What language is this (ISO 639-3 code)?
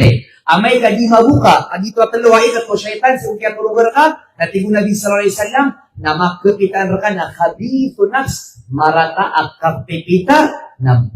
mrw